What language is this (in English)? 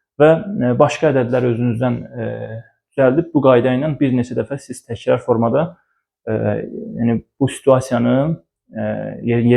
Azerbaijani